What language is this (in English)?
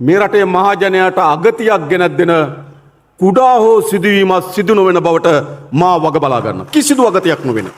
Sinhala